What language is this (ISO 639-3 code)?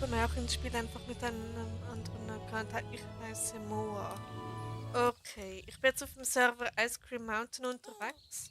gsw